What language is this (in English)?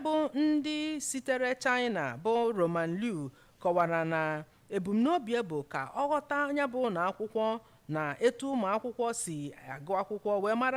Igbo